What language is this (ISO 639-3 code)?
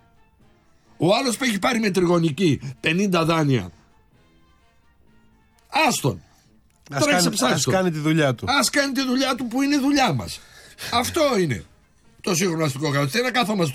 ell